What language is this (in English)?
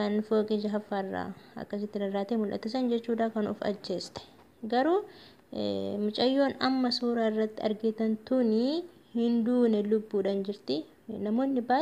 Oromo